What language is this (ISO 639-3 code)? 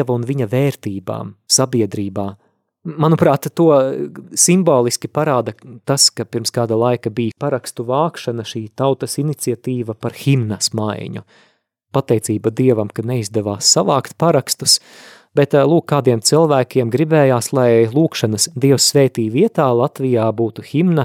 lav